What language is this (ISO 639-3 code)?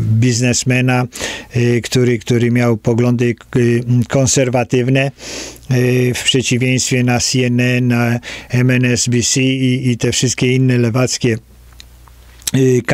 pol